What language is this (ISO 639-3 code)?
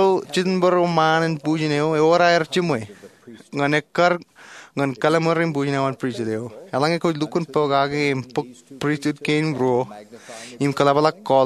mah